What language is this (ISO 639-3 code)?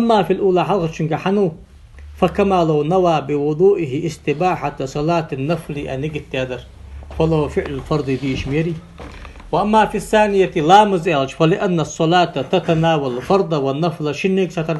inh